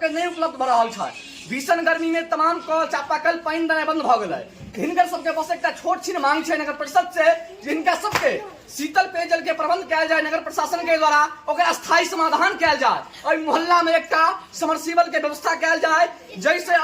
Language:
Maithili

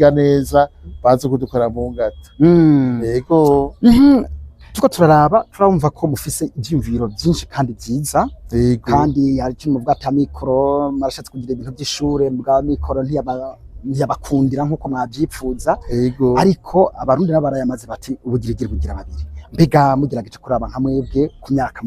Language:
Rundi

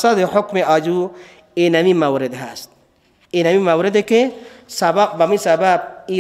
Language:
Persian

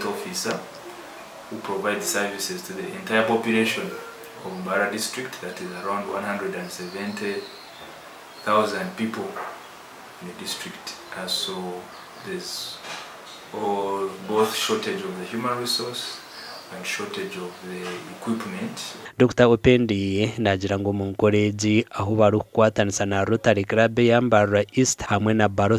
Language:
Nyankole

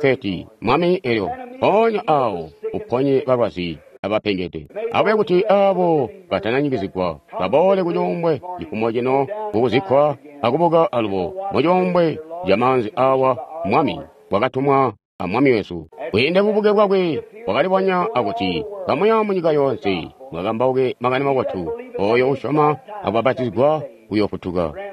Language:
Tonga (Zambia)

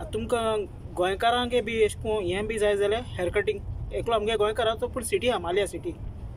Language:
Konkani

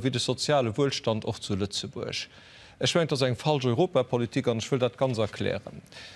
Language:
Luxembourgish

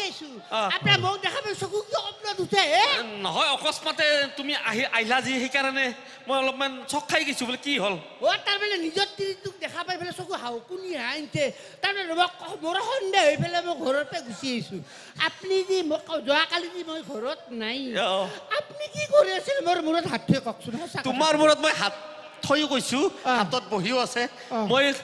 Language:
Assamese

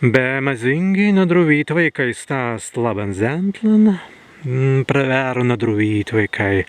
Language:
Prussian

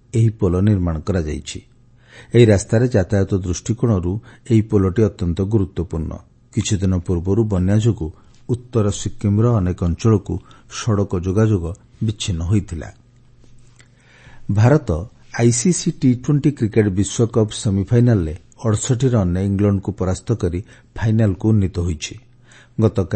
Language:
Odia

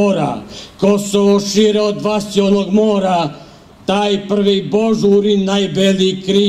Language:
Serbian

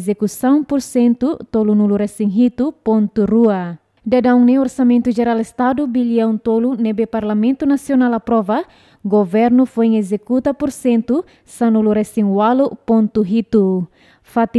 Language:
Tetum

